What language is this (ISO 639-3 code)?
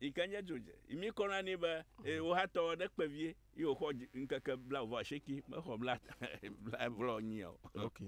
ewe